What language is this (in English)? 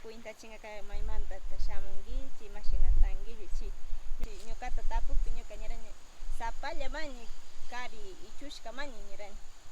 Northern Pastaza Quichua